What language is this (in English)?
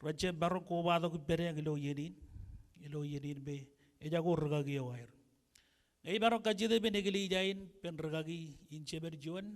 Marshallese